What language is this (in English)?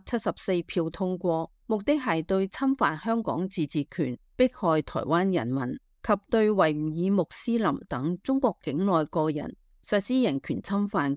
Cantonese